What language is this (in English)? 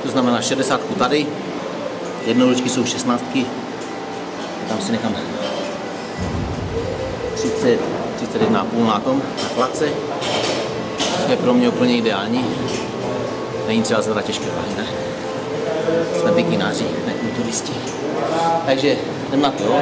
Czech